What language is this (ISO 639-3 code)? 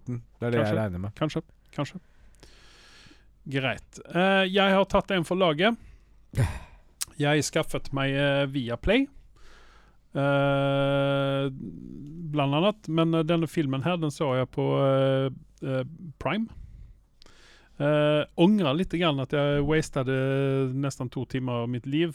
nor